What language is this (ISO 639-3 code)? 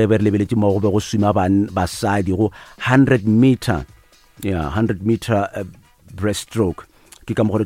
nso